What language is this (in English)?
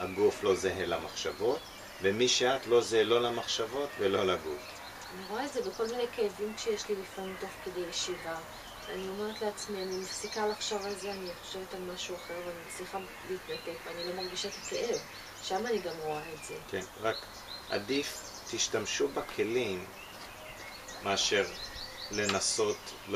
Hebrew